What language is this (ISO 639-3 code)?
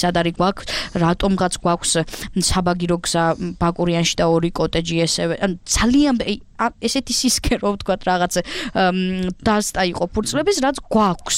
kat